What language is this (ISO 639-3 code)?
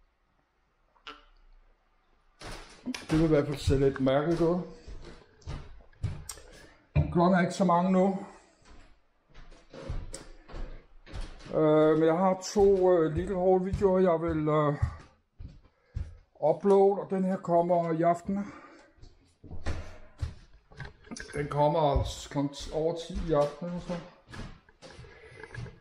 dan